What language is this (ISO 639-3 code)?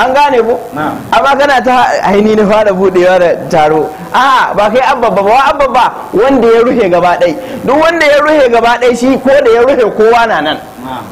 hau